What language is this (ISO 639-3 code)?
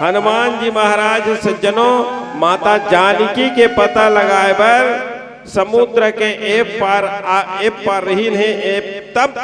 hne